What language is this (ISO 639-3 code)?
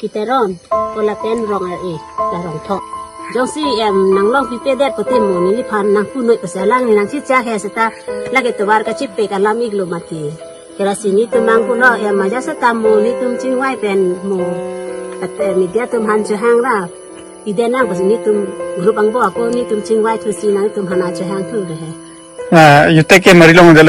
mjw